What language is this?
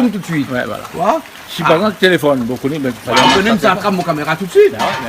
Réunion Creole French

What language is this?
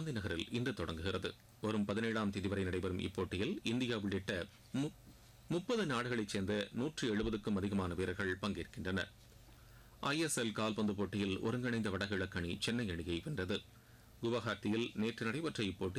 Tamil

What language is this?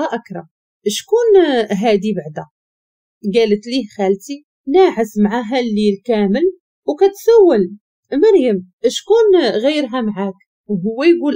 Moroccan Arabic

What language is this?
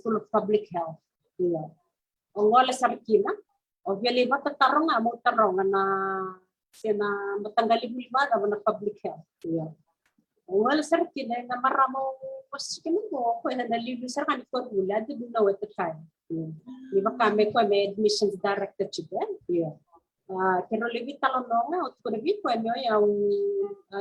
Fijian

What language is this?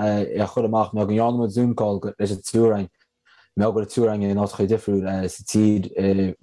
Irish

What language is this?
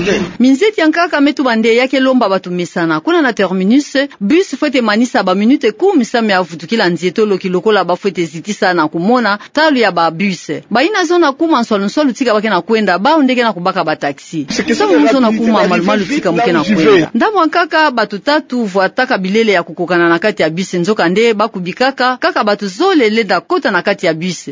Kituba (Democratic Republic of Congo)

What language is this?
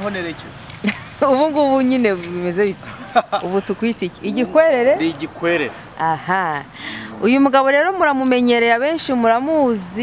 Kinyarwanda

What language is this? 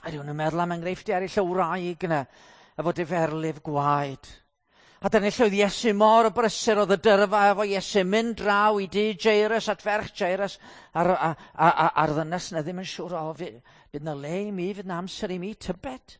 Welsh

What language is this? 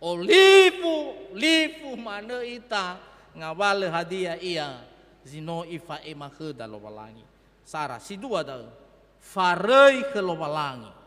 Nias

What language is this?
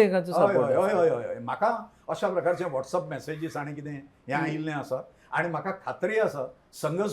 Konkani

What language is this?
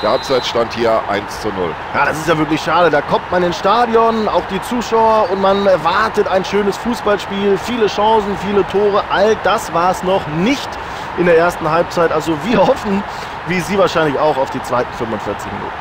Bavarian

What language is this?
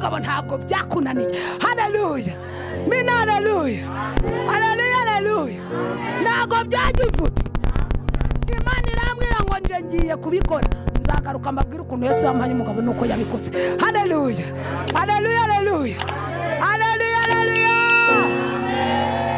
Kinyarwanda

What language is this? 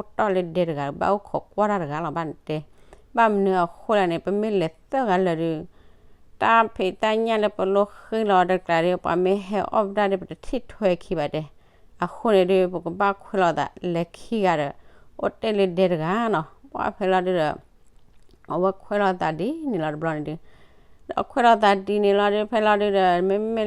S'gaw Karen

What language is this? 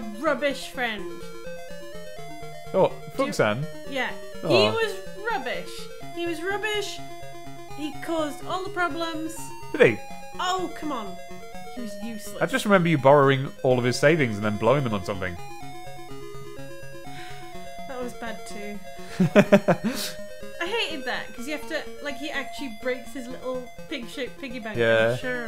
English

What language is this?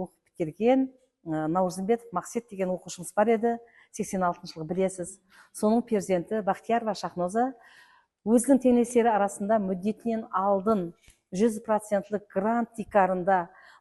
Kara-Kalpak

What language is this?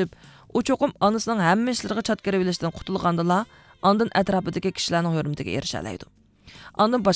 Uyghur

